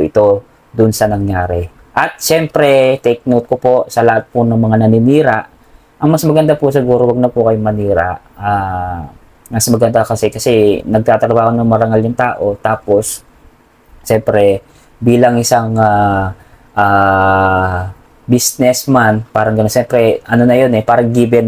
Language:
Filipino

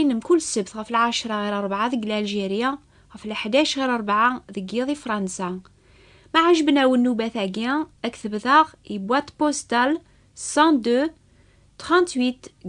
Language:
Kabyle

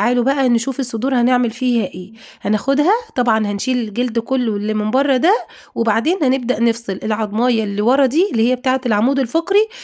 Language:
Egyptian Arabic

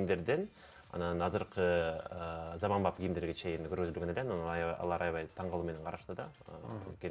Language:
Kyrgyz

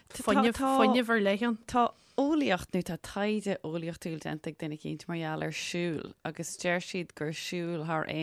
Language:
Irish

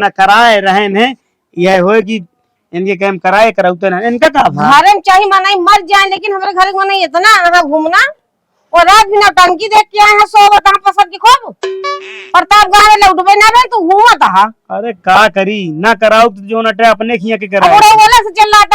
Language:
Awadhi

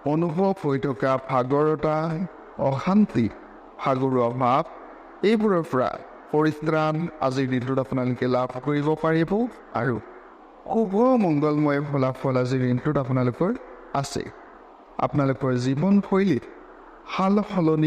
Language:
Assamese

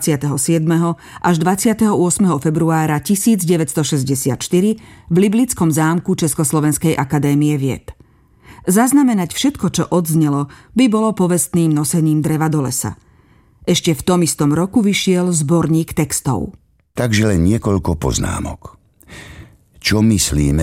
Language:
Slovak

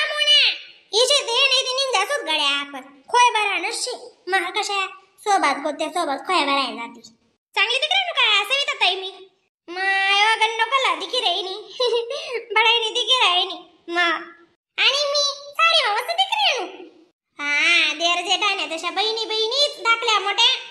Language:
Khandesi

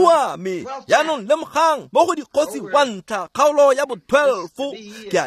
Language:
Tswana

